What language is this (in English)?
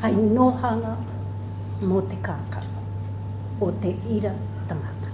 Māori